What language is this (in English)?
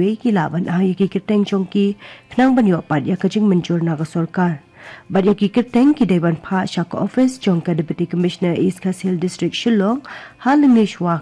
Khasi